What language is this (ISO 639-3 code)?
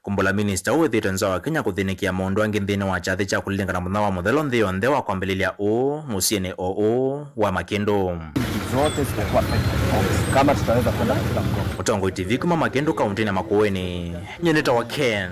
kam